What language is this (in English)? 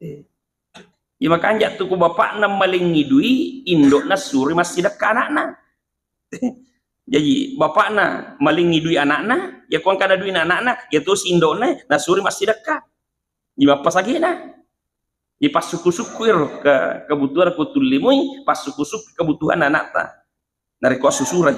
Buginese